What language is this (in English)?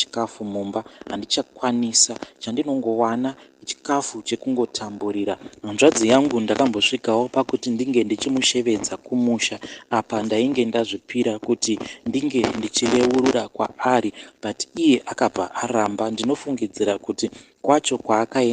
Shona